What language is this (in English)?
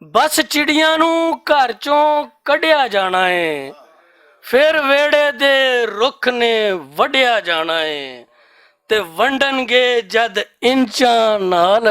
Western Panjabi